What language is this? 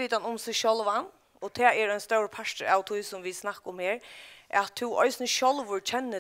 Faroese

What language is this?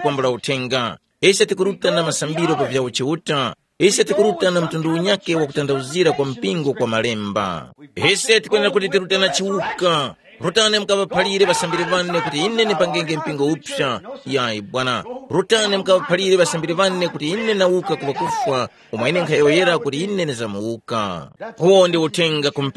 Tumbuka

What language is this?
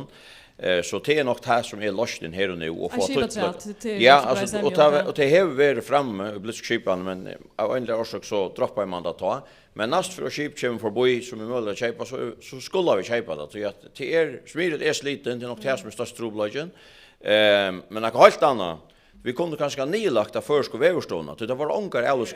Faroese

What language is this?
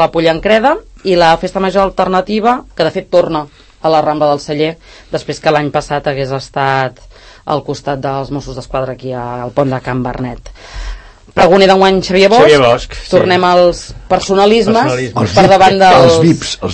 Catalan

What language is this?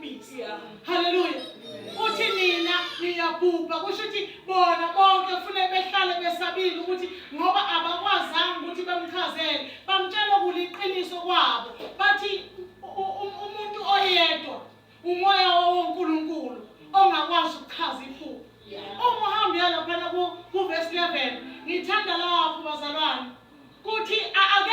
Zulu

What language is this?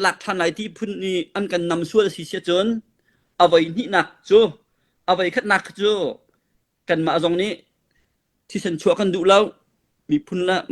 Hakha Chin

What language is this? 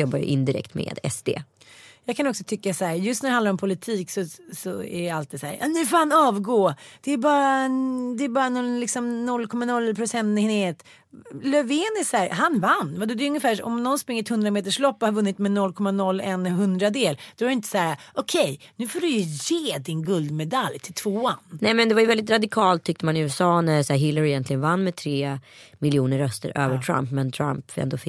Swedish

